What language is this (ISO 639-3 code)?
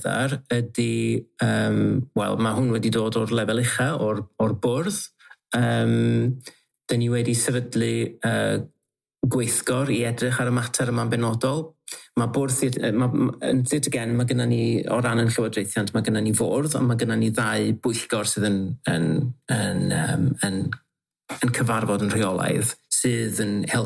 cym